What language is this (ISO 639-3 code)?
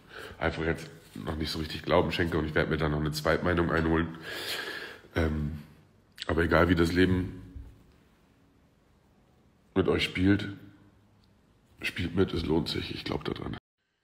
deu